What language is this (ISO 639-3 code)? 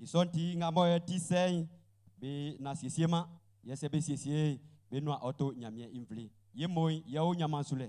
bci